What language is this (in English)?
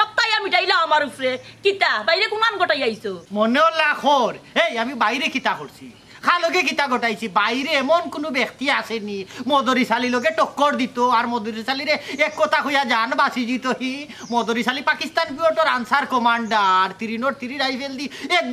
Sylheti